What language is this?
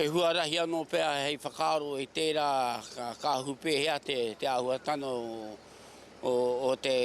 Māori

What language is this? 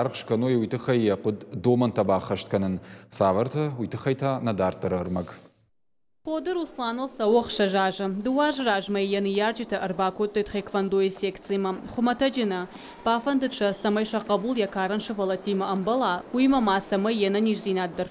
Ossetic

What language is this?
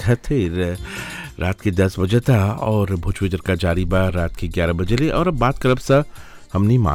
Bhojpuri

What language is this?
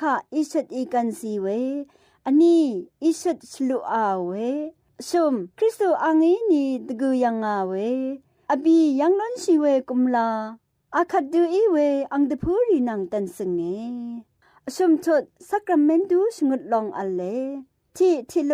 Rawang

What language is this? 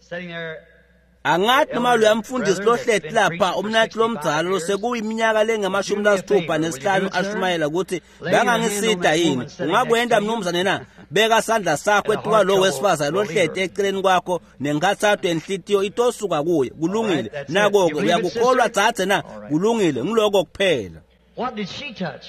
Swati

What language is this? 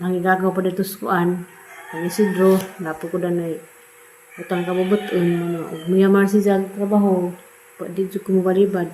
Cebuano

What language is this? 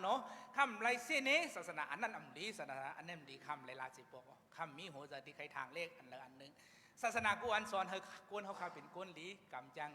Shan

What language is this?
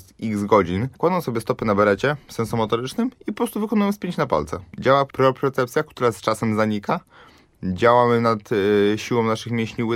Polish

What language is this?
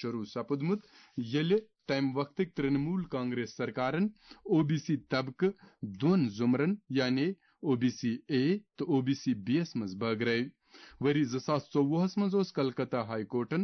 Kashmiri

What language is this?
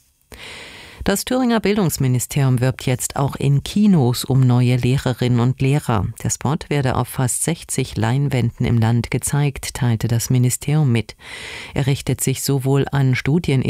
German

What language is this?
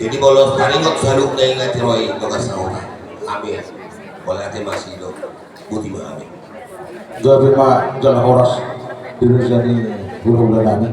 Batak Toba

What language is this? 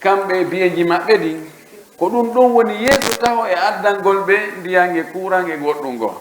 Pular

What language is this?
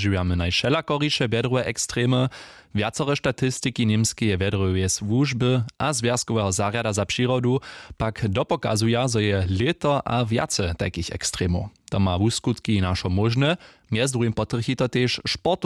Upper Sorbian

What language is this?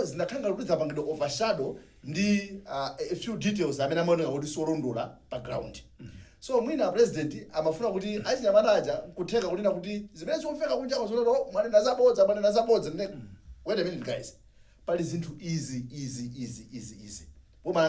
Nyanja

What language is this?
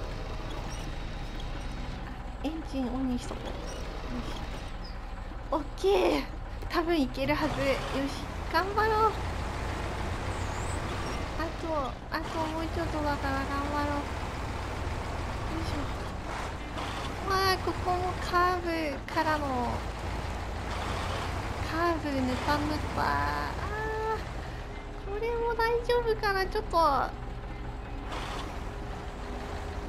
Japanese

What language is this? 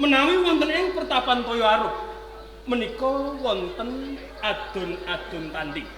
Javanese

